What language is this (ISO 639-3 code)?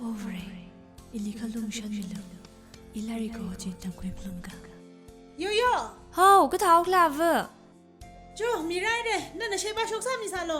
nmf